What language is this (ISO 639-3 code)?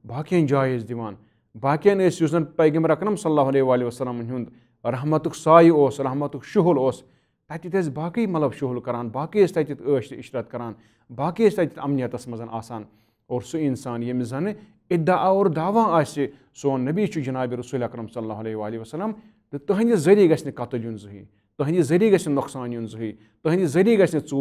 kas